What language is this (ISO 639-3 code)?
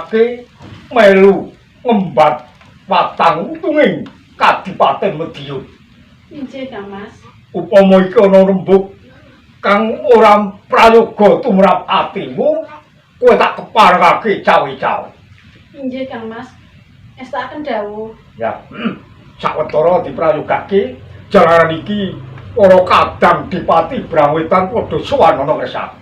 jav